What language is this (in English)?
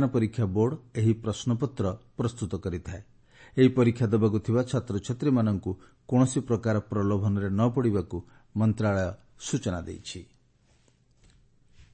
Odia